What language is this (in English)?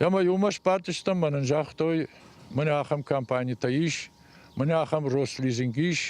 Ossetic